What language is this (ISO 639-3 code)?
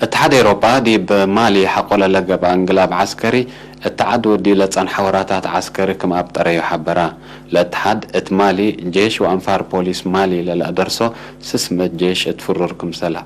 tig